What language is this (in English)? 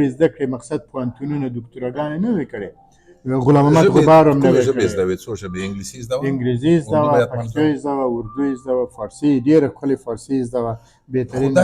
Pashto